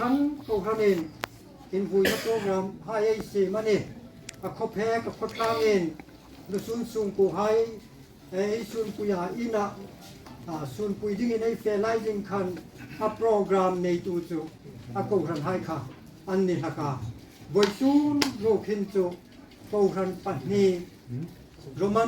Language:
Hmar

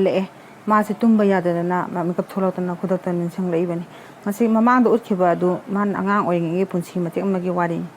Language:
Manipuri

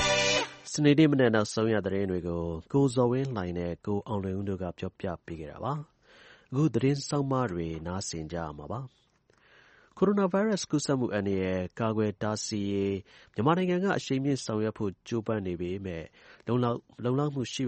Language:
Burmese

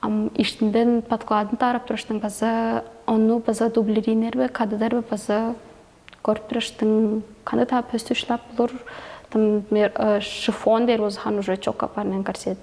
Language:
Tuvinian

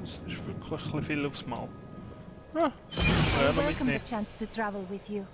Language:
Swiss German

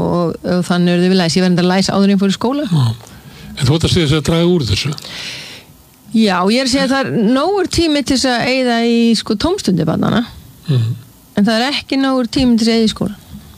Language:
Icelandic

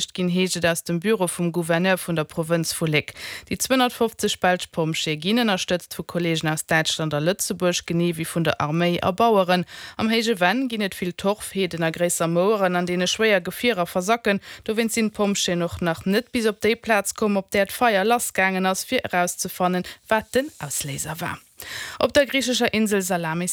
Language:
Luxembourgish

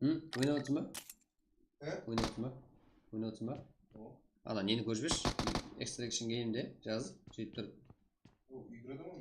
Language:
Kara-Kalpak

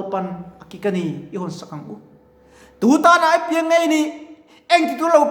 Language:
Mizo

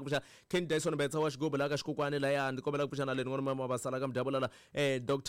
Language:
Tsonga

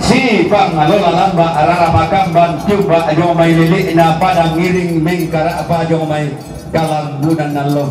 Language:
Toraja-Sa'dan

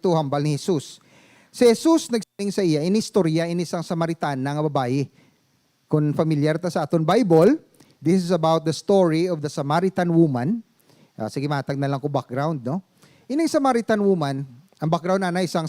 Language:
Hiligaynon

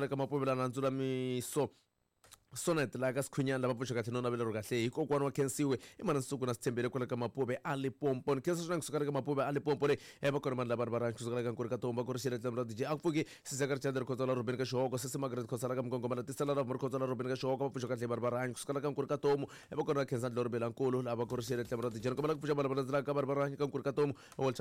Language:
Tsonga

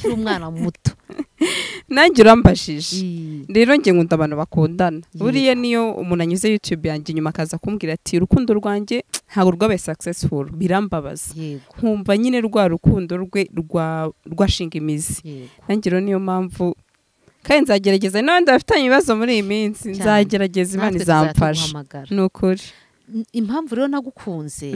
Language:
Kinyarwanda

